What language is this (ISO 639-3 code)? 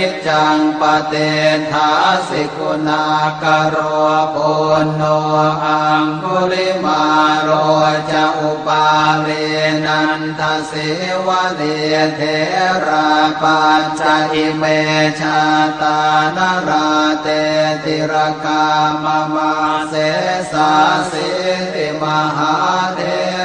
pli